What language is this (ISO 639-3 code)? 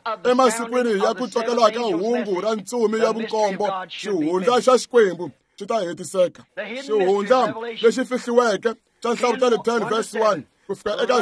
tso